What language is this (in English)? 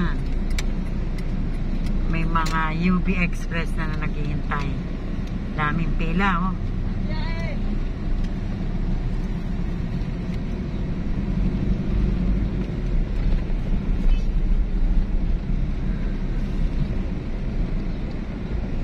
Filipino